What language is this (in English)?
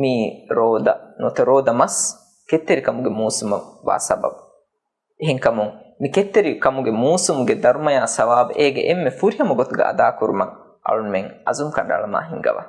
Divehi